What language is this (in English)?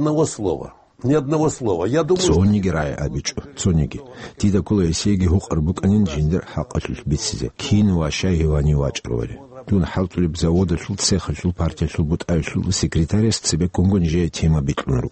Avaric